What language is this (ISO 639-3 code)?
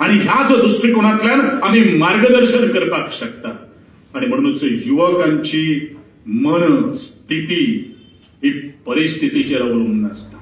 kok